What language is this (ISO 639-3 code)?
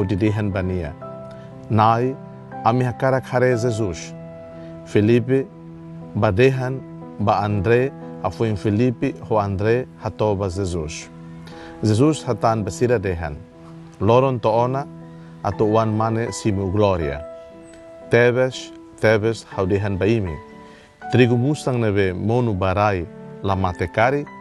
tet